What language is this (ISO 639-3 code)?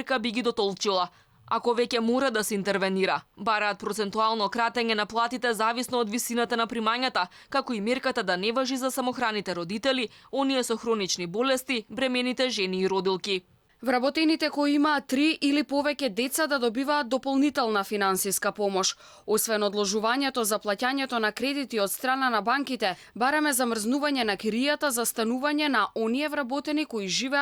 mkd